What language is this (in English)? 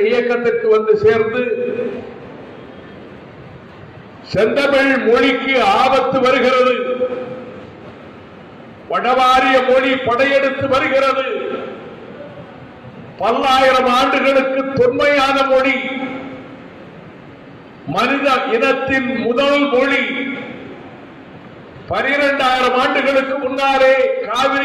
Tamil